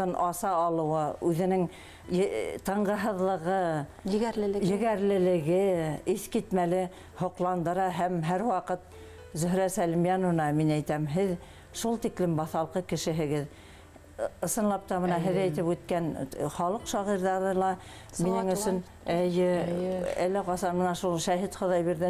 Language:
Bashkir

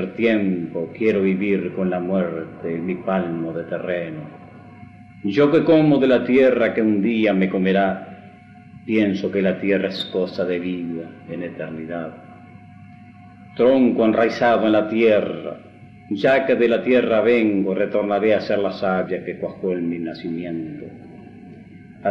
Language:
Spanish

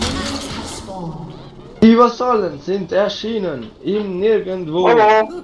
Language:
Swiss German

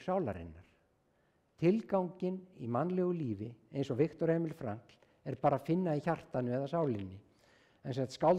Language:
Icelandic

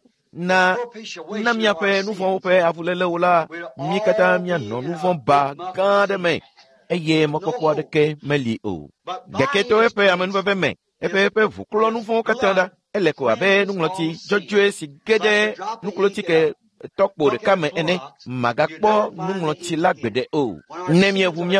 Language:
Ewe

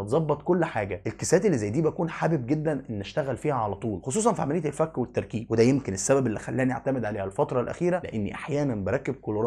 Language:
Egyptian Arabic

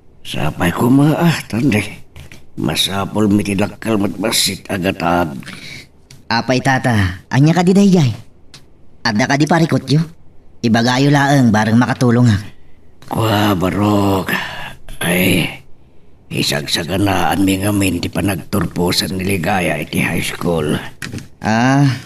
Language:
Iloko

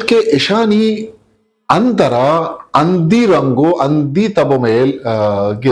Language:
Eastern Balochi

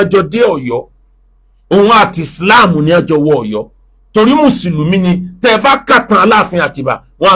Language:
Yoruba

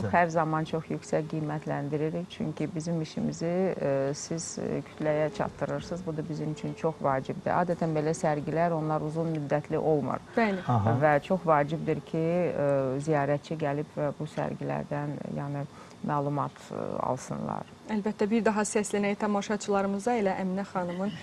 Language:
Azerbaijani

